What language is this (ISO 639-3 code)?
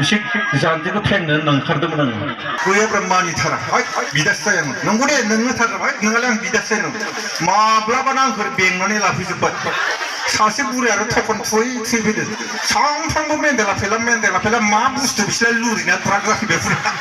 brx